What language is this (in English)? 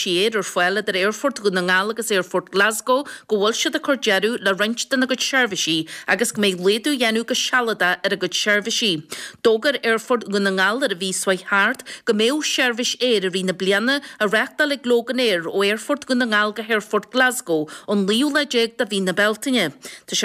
Irish